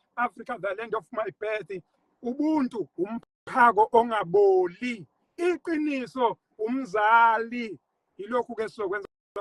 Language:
Zulu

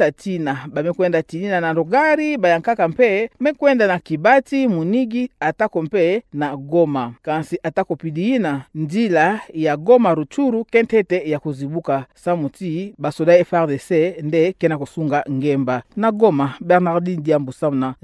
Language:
Kituba (Democratic Republic of Congo)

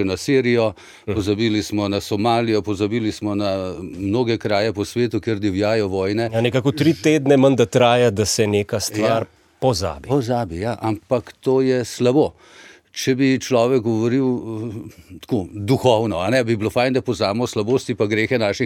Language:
Slovenian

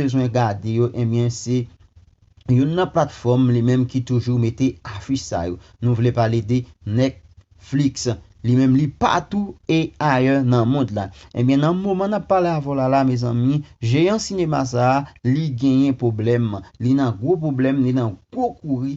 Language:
Haitian Creole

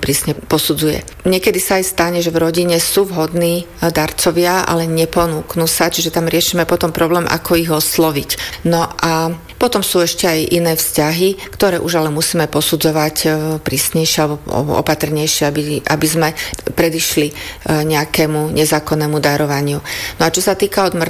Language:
Slovak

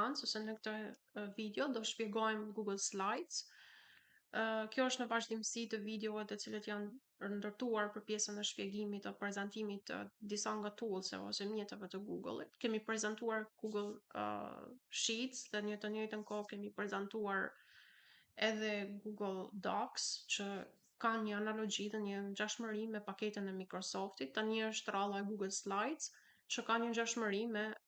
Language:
Albanian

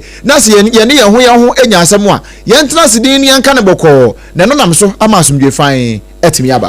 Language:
Akan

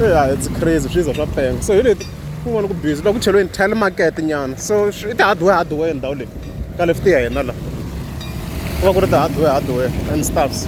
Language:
Tsonga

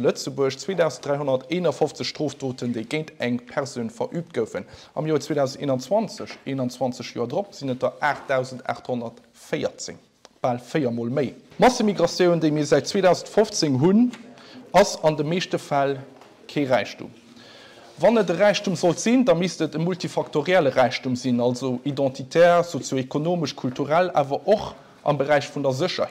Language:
Luxembourgish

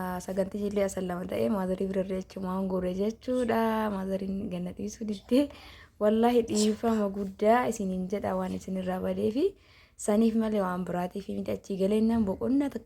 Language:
Oromo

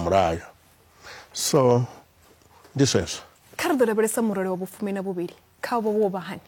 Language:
Venda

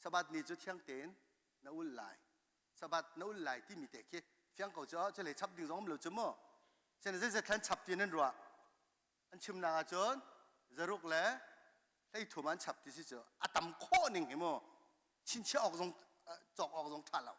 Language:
Hakha Chin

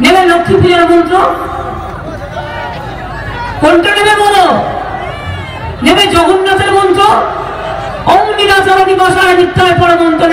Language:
Bangla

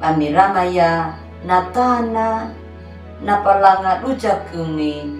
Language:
Anakalangu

